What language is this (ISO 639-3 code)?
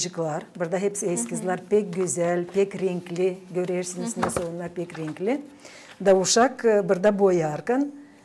gag